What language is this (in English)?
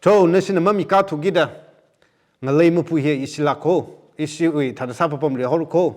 Tangkhul Naga (India)